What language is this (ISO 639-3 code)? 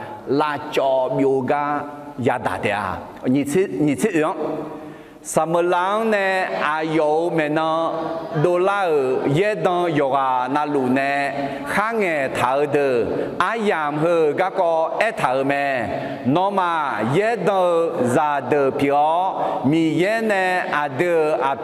ahk